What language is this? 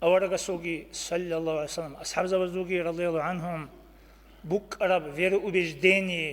Avaric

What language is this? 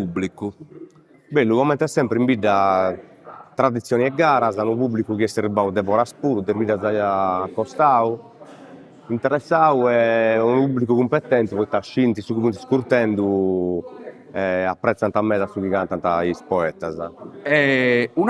Sardinian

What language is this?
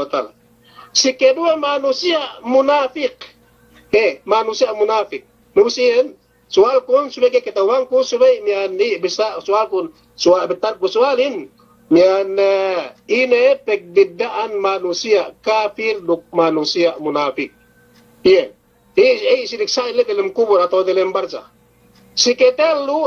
Yakan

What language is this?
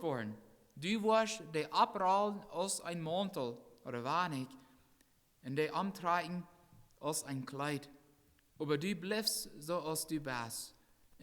Plautdietsch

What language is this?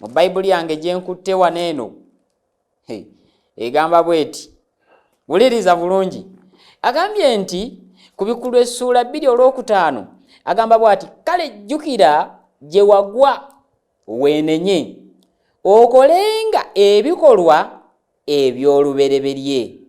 Ganda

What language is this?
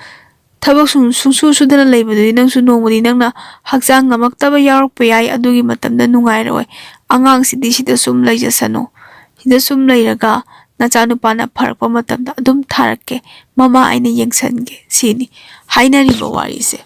Manipuri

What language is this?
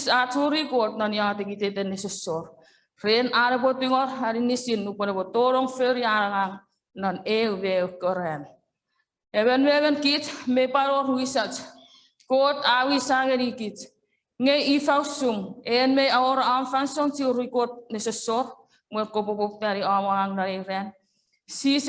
Chuukese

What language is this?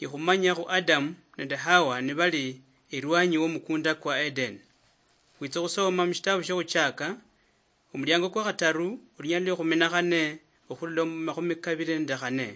Luyia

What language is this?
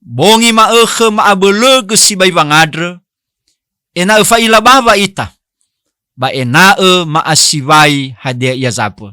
Nias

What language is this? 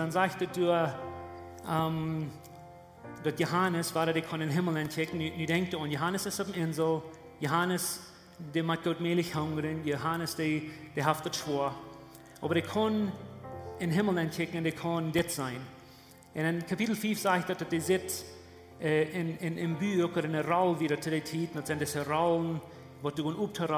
Plautdietsch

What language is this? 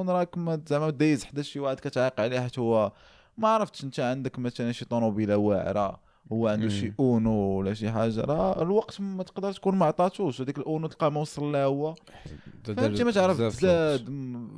Moroccan Arabic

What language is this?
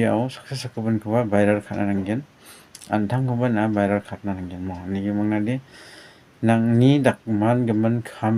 Garo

